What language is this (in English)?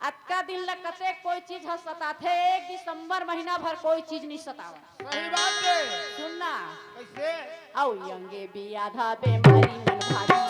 Chhattisgarhi